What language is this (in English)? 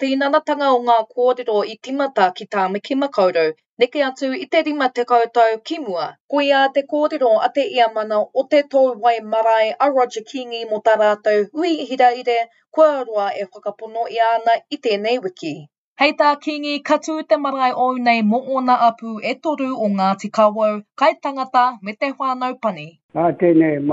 Māori